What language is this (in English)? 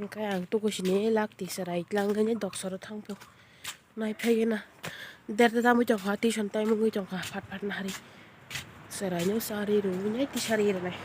Kok Borok